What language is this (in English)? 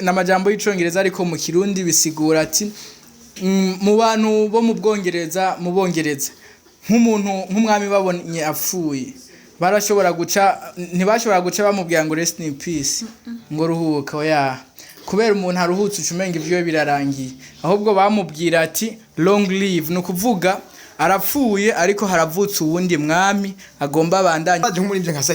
Rundi